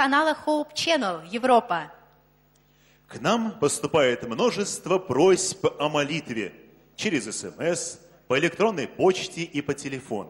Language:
Russian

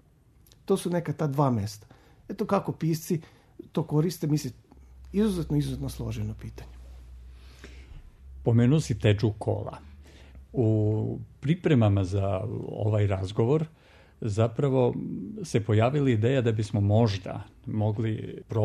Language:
Serbian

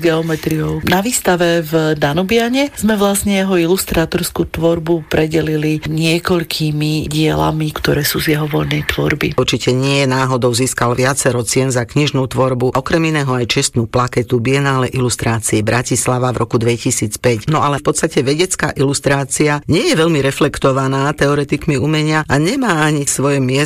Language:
Slovak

